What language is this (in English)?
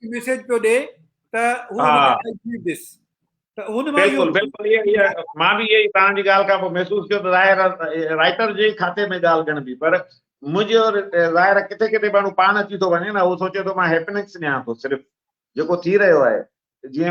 Sindhi